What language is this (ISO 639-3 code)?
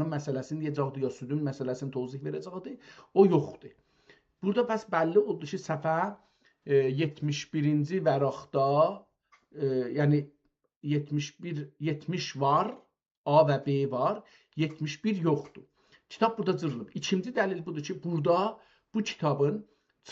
azb